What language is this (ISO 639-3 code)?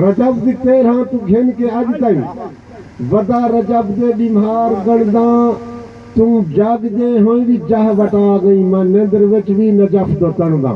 skr